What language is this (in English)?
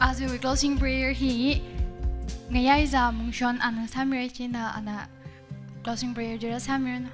Tangkhul Naga (India)